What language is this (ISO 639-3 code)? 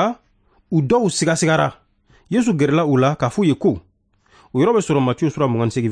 bam